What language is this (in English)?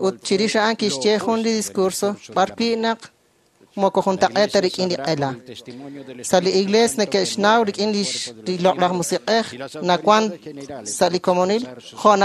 Kekchí